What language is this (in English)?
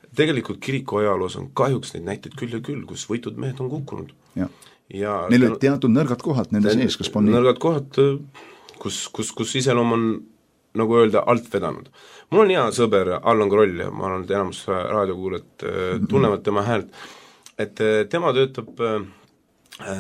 Estonian